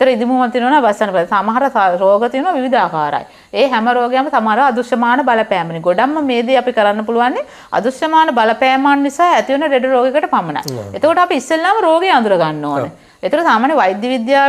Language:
Sinhala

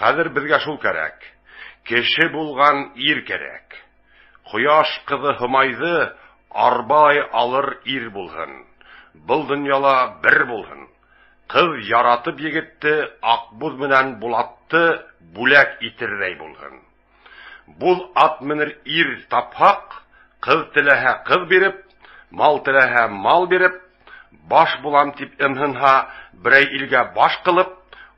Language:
Bashkir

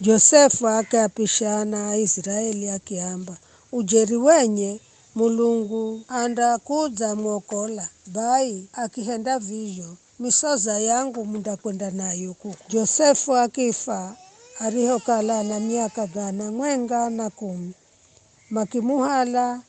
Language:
Giryama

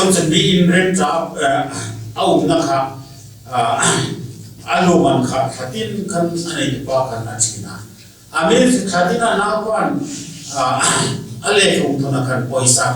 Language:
Hmar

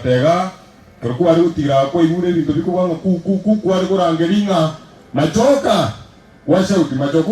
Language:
Gusii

